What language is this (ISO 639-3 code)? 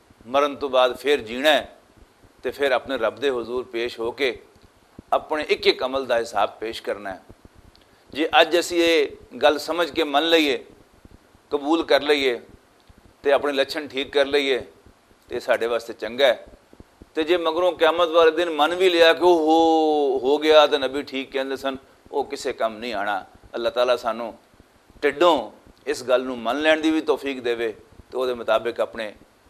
lah